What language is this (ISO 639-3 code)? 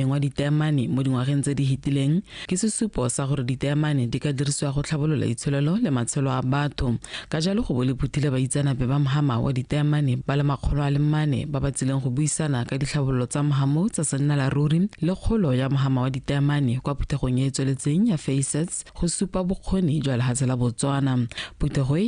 tsn